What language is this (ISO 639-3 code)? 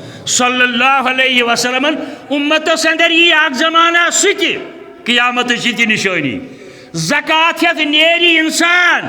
kas